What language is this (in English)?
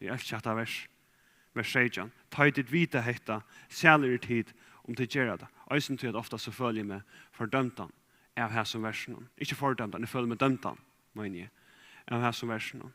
Faroese